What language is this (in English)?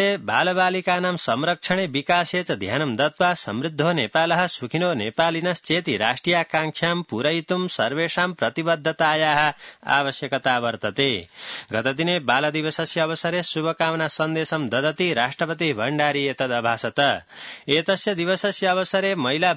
Sanskrit